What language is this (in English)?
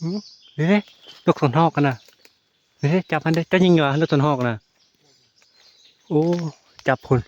Northeastern Thai